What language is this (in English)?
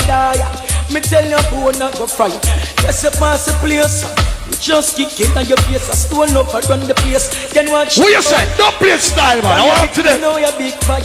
Jamaican Creole English